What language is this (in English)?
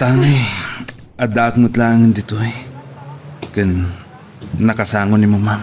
Iloko